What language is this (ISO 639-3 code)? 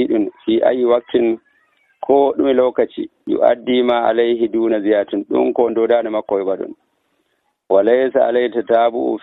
fuv